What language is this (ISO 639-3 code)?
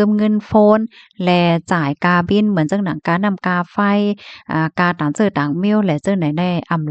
shn